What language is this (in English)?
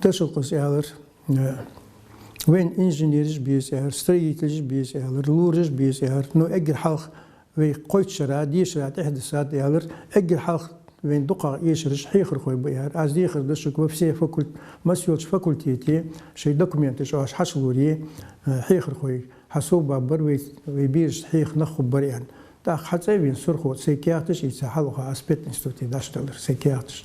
Ingush